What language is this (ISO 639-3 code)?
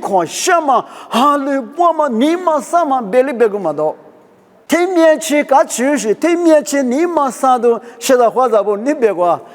lis